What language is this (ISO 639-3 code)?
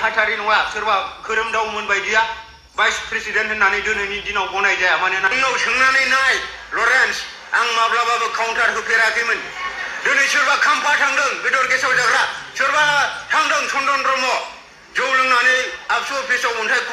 brx